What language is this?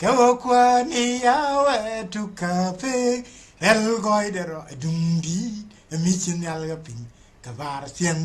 Nuer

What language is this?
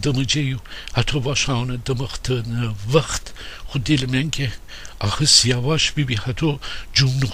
Gilaki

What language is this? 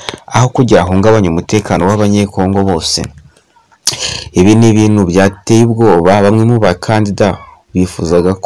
Kinyarwanda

